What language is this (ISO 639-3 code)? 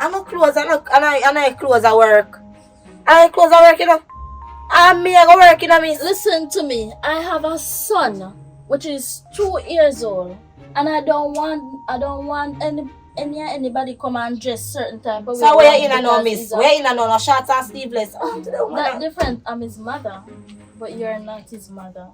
jam